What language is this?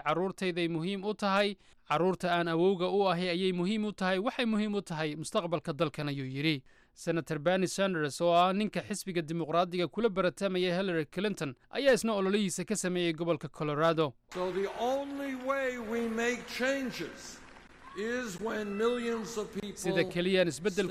Somali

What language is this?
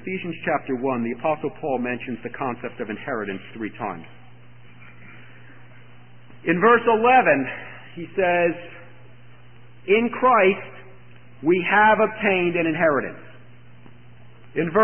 English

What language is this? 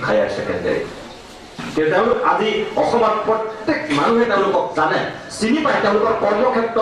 Assamese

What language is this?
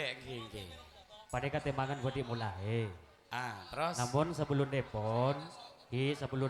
Madurese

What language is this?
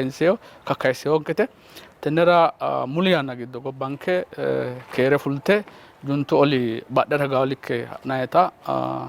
Sidamo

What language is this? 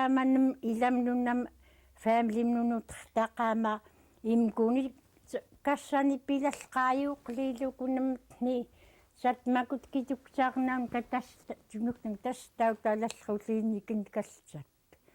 Central Yupik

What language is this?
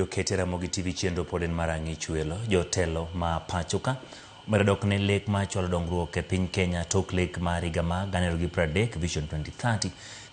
Luo (Kenya and Tanzania)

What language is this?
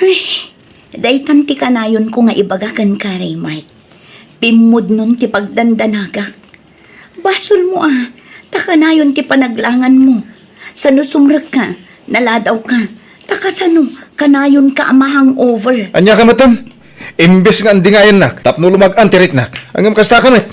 Iloko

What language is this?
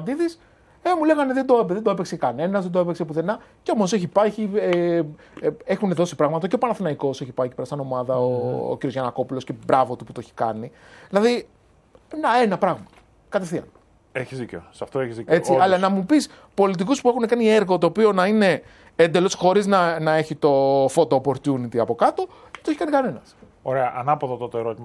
Greek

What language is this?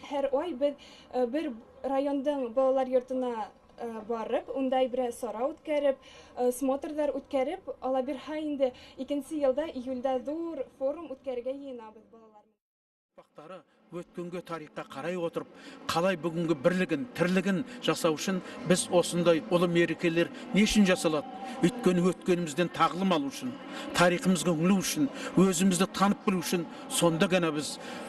Bashkir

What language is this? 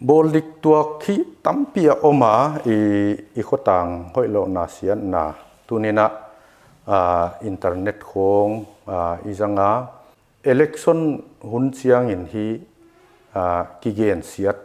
Paite Chin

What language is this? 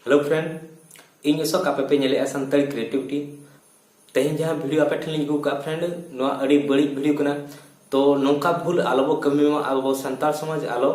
Santali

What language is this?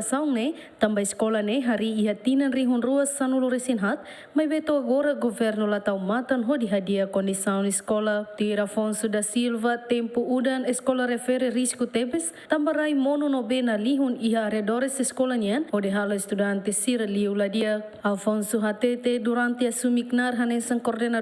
Tetum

